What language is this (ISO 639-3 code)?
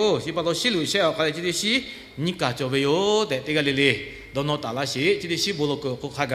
lhu